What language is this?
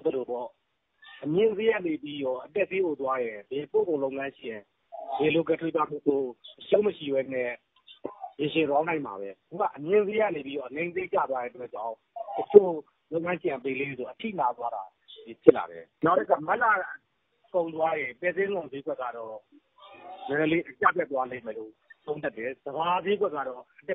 Burmese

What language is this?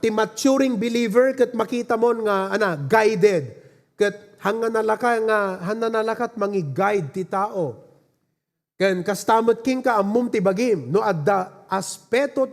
Iloko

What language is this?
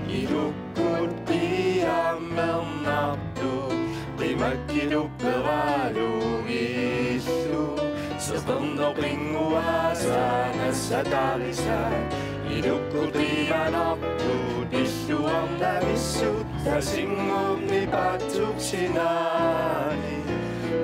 Kalaallisut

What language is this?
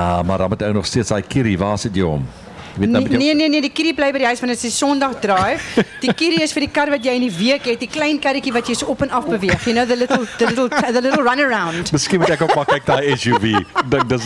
Afrikaans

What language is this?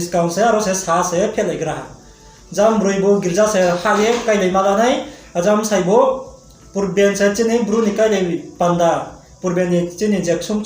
Riang (India)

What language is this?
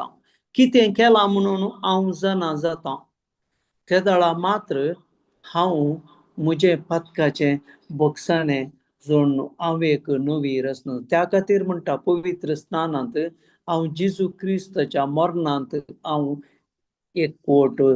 Konkani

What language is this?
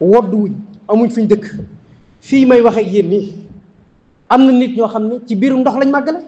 Wolof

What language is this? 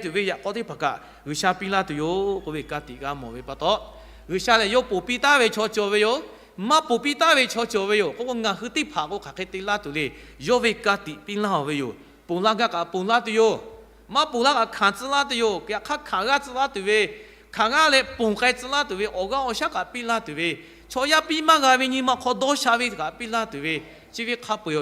Lahu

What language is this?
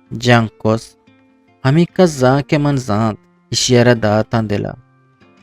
Eastern Balochi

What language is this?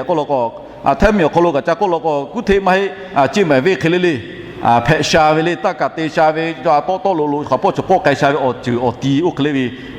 Lahu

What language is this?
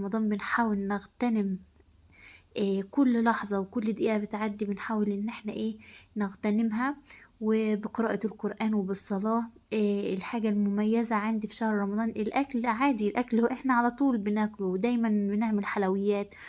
Egyptian Arabic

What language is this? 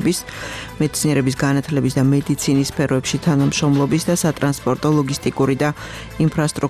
Georgian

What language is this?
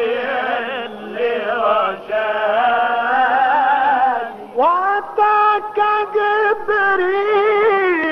Arabic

